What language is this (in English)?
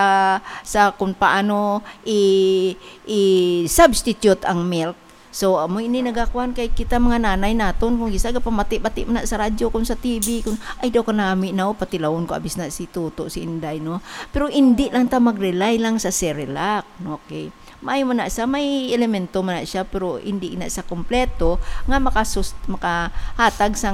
Hiligaynon